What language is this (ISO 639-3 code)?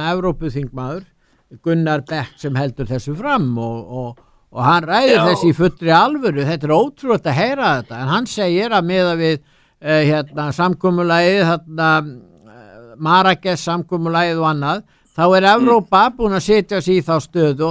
isl